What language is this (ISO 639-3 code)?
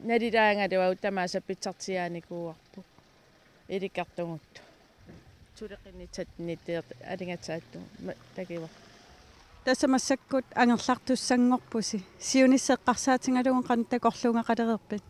kal